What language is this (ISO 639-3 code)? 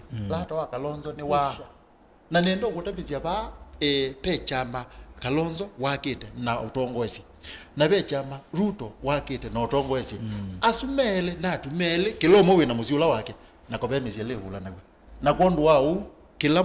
kam